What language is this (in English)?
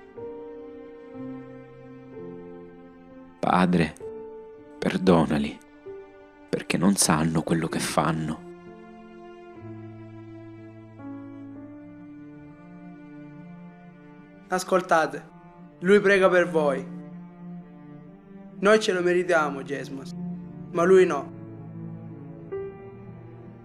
Italian